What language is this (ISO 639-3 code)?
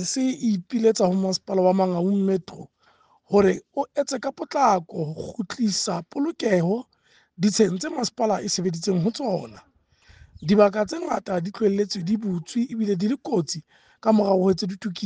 sot